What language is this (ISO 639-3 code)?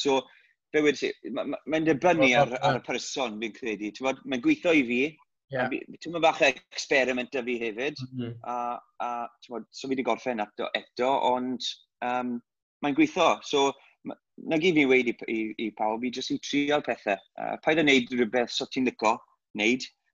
cym